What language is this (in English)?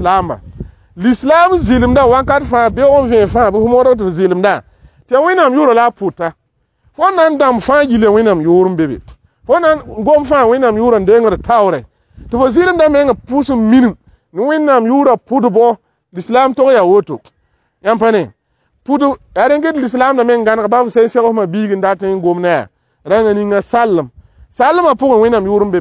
Mossi